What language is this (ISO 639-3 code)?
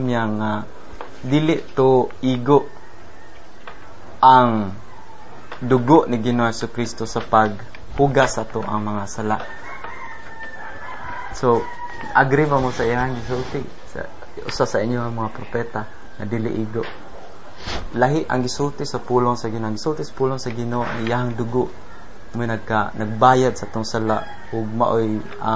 ceb